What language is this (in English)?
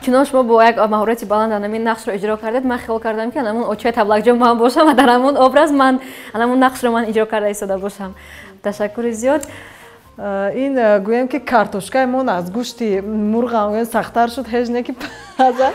Tajik